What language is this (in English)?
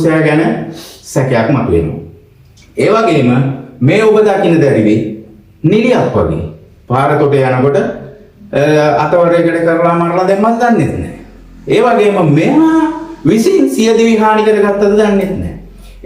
Sinhala